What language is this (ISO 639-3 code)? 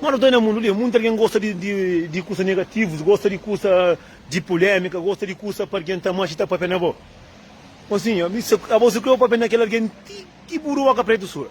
kea